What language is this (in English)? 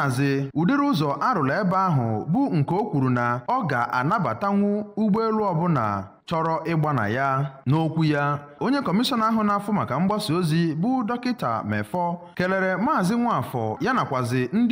Igbo